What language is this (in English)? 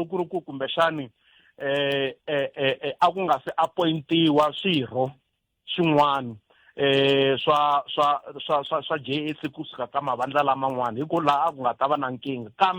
Tsonga